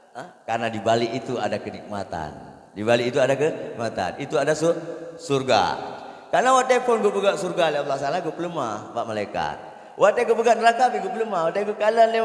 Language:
Achinese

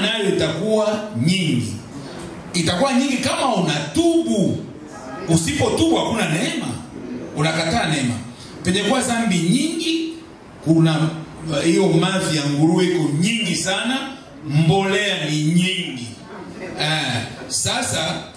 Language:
Swahili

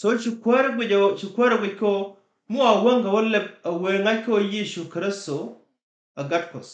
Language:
Nuer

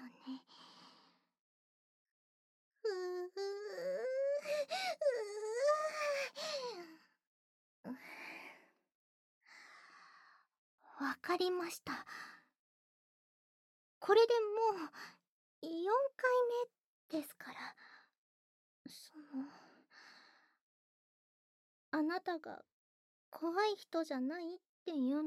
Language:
Japanese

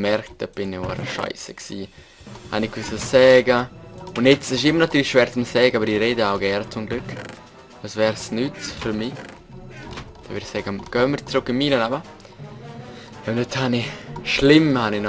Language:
Swiss German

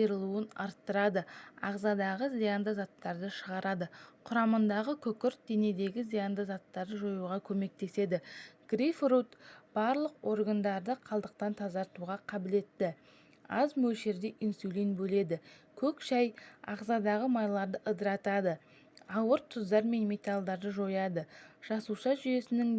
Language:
Kazakh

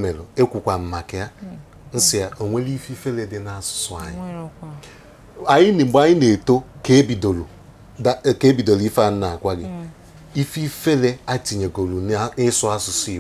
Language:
Igbo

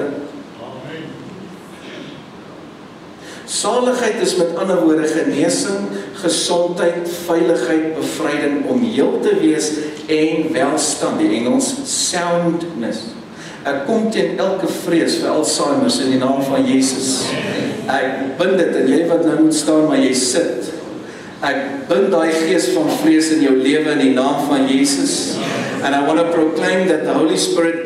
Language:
Afrikaans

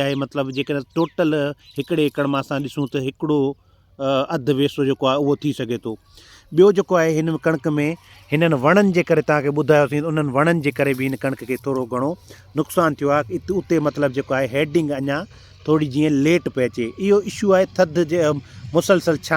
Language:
Sindhi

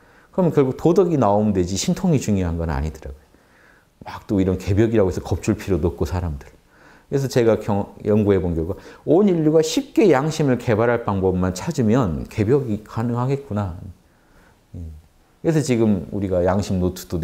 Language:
Korean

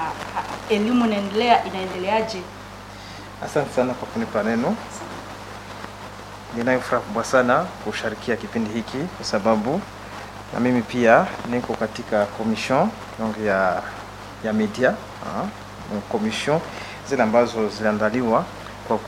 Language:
Swahili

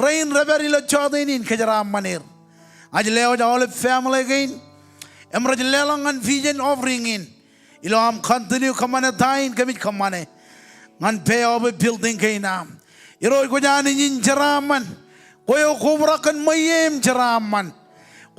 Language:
Marshallese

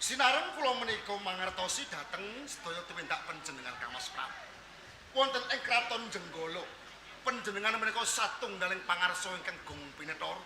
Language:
Javanese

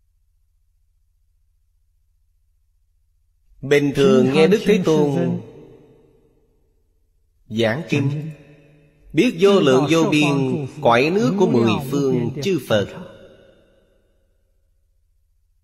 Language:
Vietnamese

